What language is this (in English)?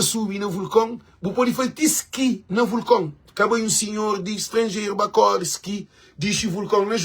Kabuverdianu